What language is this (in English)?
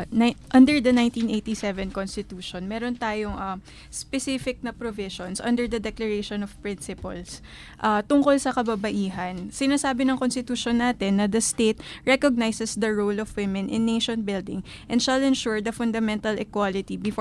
Filipino